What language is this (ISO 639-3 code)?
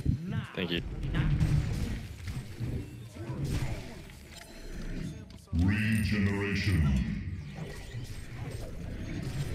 eng